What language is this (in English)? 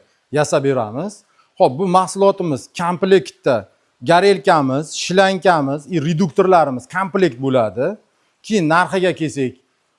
Uzbek